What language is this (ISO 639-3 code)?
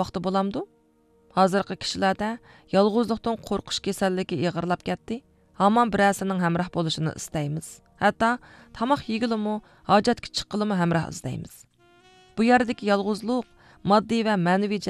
uig